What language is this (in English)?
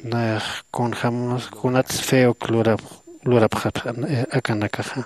Aymara